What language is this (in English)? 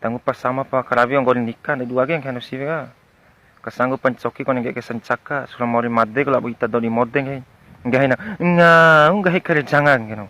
Bima